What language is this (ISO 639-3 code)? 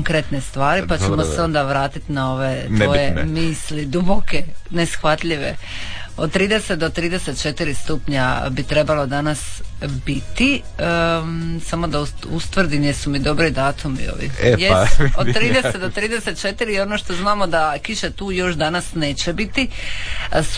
hrv